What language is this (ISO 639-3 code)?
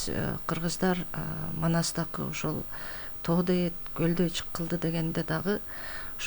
kir